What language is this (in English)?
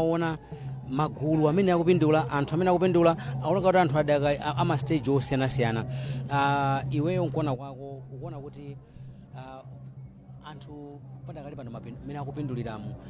Nyanja